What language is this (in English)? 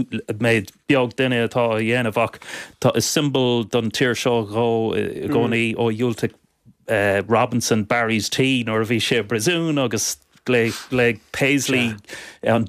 Irish